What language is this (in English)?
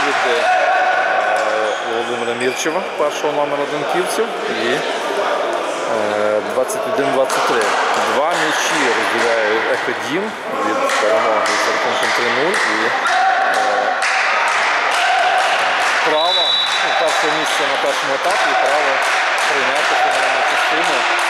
Ukrainian